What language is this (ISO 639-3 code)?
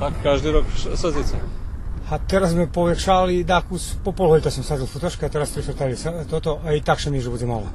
rue